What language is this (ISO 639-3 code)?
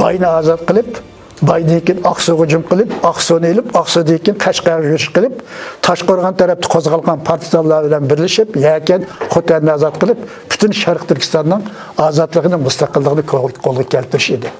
uig